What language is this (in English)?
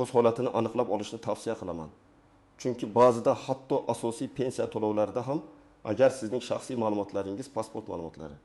Uzbek